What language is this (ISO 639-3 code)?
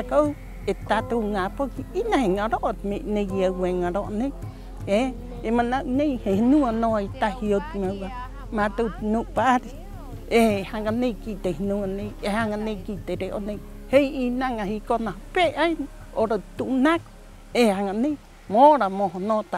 rap